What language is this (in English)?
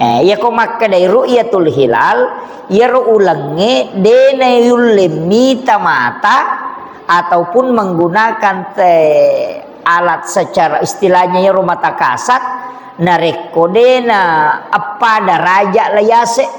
Buginese